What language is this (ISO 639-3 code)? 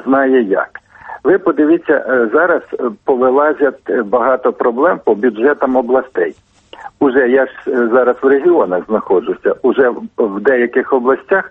ukr